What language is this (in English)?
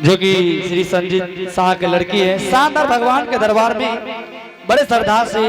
Angika